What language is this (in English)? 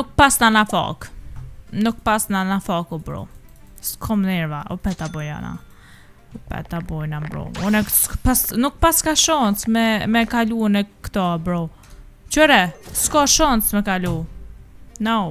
Albanian